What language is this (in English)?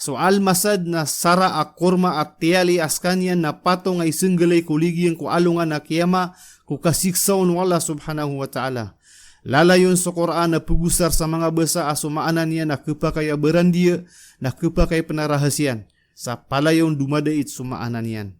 Maranao